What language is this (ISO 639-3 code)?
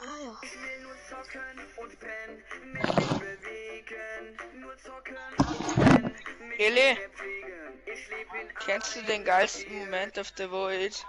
bar